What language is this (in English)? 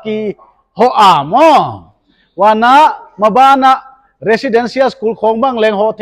Paite Chin